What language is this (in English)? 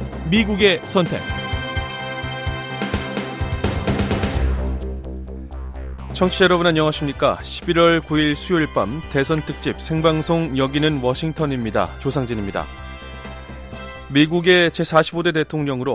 Korean